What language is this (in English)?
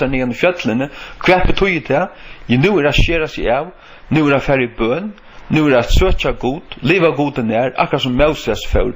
Faroese